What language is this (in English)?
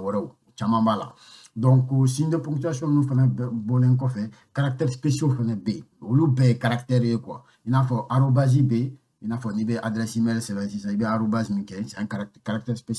Bambara